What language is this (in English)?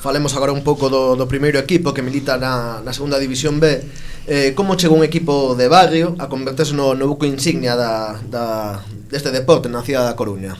Galician